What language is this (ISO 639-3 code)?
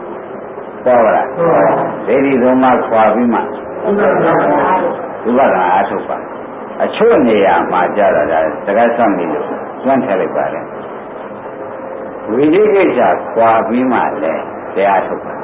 mya